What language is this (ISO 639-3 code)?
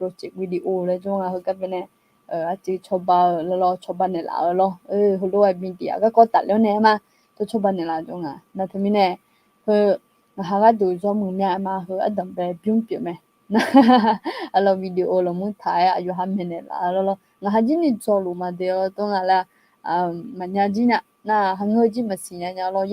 ahk